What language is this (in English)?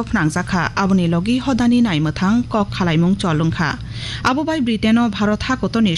Kok Borok